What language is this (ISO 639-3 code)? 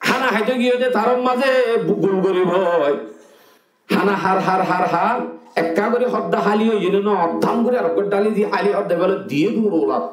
rhg